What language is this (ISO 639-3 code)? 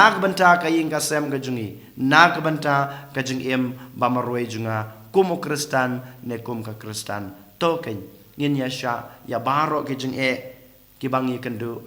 kha